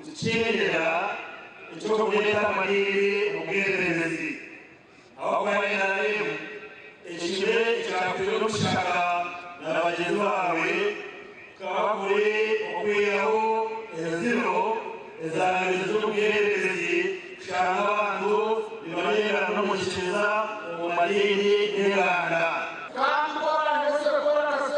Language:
Nyankole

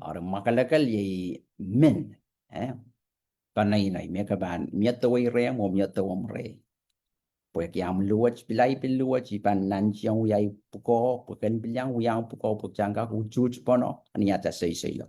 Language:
Pohnpeian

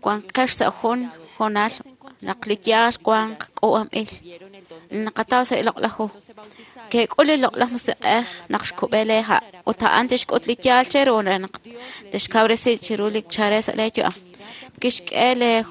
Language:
Kekchí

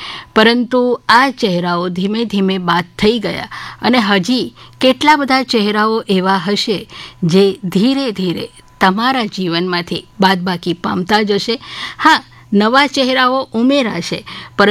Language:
Gujarati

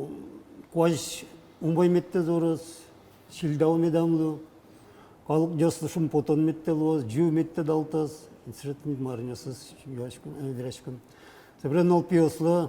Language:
Udmurt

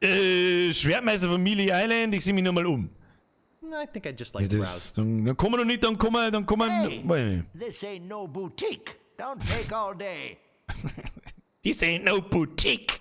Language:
Bavarian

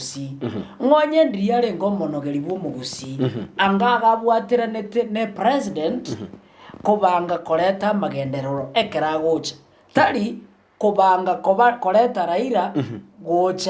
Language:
Gusii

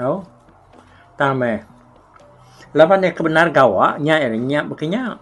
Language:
Iban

